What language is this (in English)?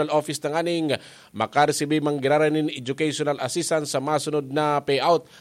Bikol